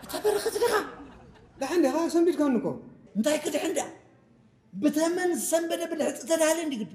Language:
Tigrinya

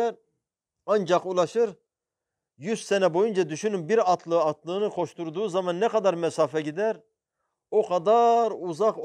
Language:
Turkish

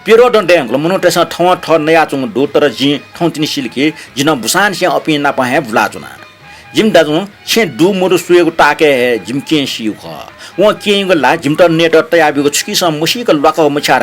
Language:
Newari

